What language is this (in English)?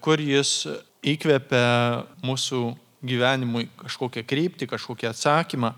Lithuanian